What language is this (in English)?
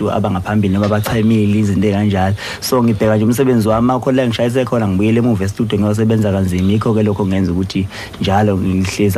Zulu